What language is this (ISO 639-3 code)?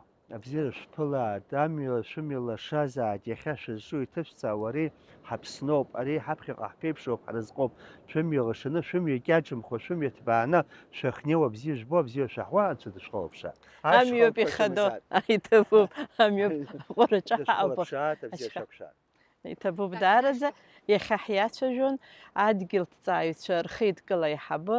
abk